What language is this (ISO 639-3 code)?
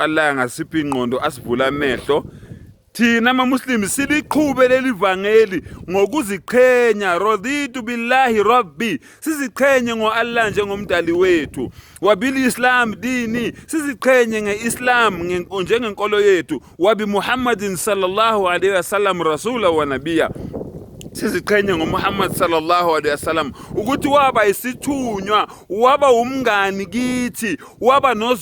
zul